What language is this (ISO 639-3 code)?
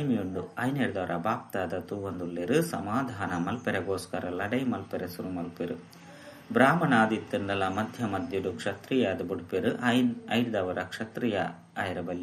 tcy